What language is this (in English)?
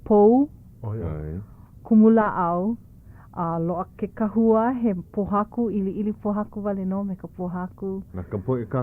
Hawaiian